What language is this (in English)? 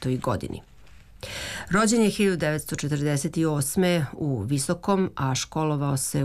Serbian